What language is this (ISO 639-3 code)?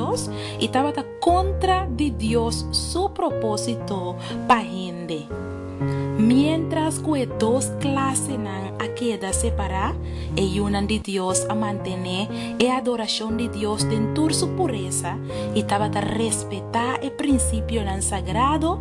pap